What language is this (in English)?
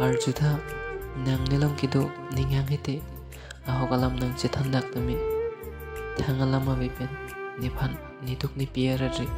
Karbi